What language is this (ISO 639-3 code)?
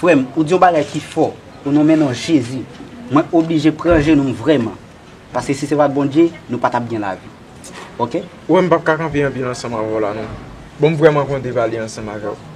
hat